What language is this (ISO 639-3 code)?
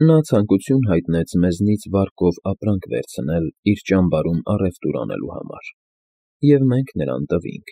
hye